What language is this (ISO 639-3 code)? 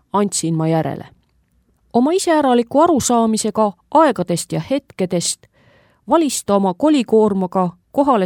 est